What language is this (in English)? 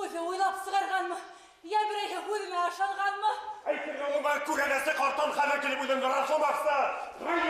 Bashkir